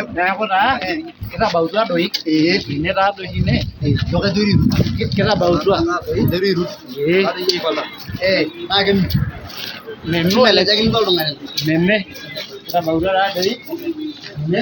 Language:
Masai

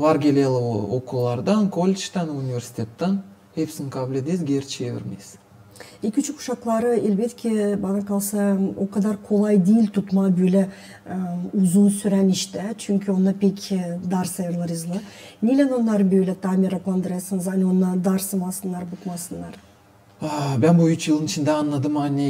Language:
Gagauz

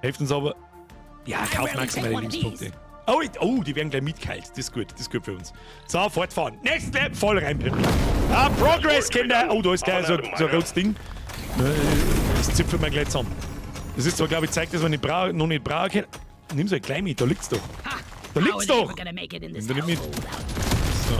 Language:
Bavarian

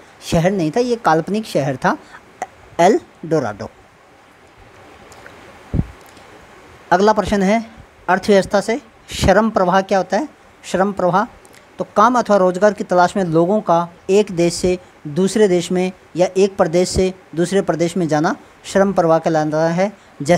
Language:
Hindi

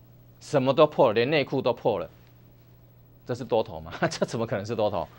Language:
Chinese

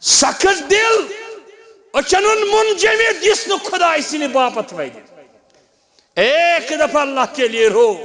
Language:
Kashmiri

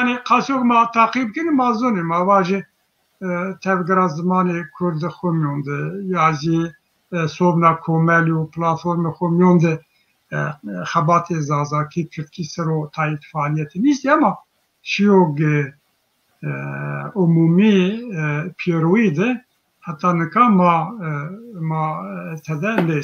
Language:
Zaza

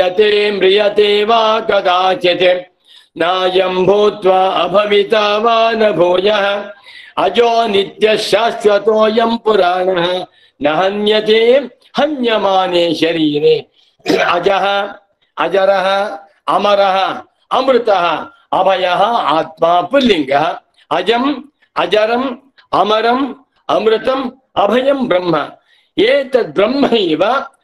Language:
Sanskrit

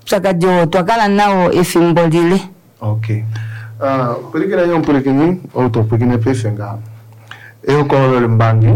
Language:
Kuanyama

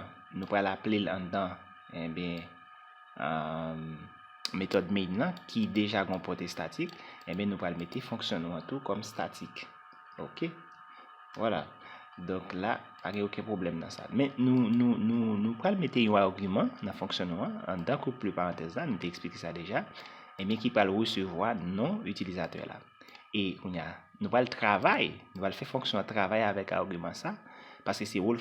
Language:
Haitian Creole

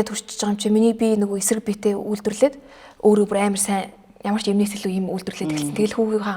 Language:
Mongolian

